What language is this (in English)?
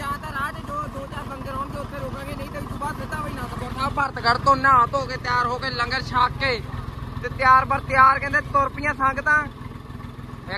Punjabi